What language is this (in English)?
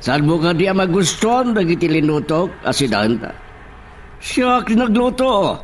Iloko